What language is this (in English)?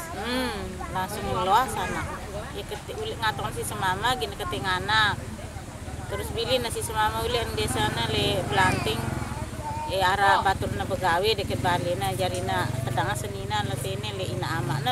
Sasak